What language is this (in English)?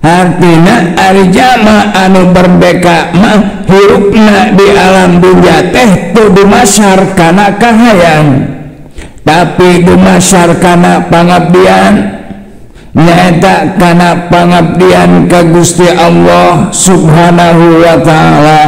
Sundanese